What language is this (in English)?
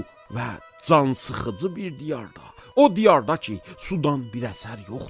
South Azerbaijani